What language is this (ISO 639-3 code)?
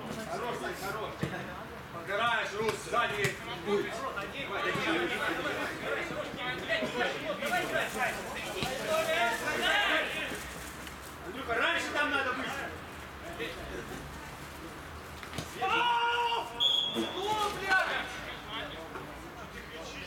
rus